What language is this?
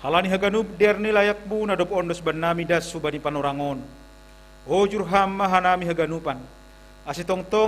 Batak Simalungun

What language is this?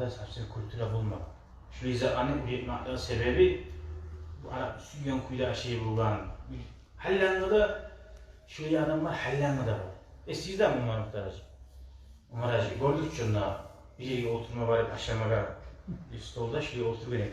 Kumyk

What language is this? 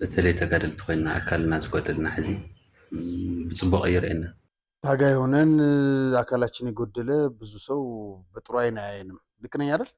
Amharic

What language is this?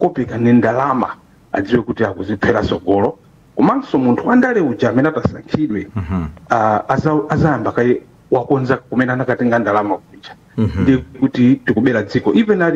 Nyanja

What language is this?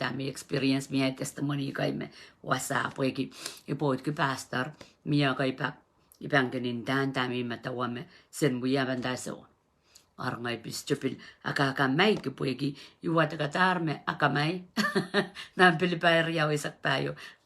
Pohnpeian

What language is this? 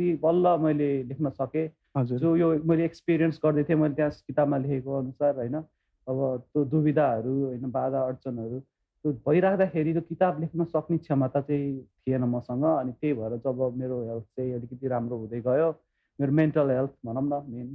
Nepali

